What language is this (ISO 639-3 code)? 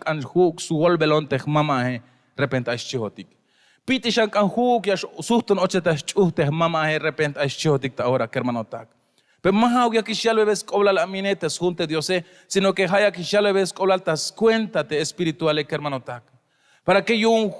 tzh